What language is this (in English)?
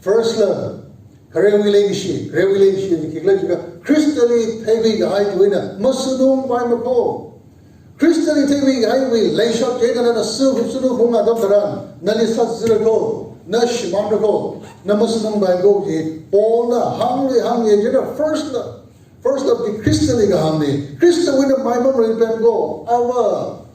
Tangkhul Naga (India)